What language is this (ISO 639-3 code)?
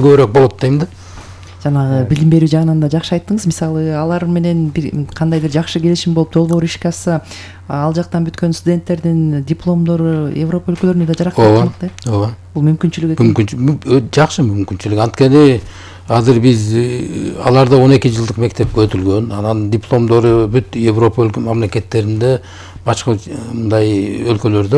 kir